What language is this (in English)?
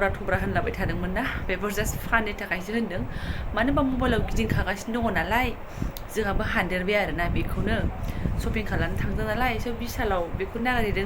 Bodo